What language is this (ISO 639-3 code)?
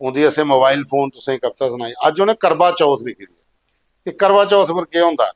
doi